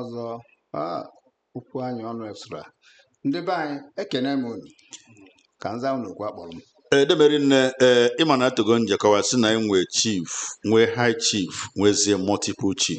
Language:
Igbo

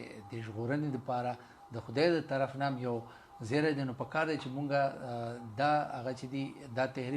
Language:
Pashto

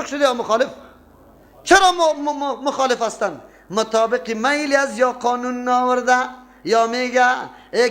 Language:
Persian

